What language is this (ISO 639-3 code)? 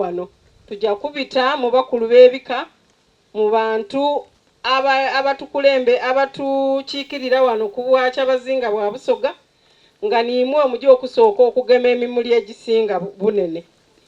xog